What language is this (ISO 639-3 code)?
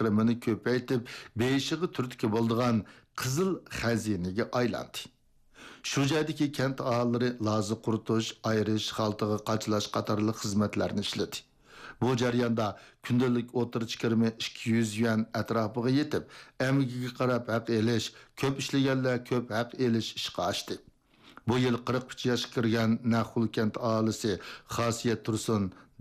uig